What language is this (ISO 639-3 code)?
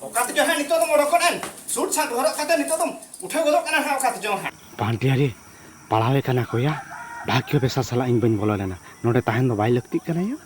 sat